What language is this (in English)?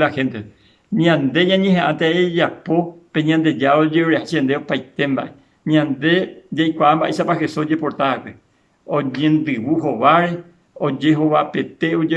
Guarani